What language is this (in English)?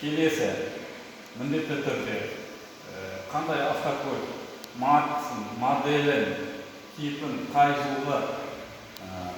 Kazakh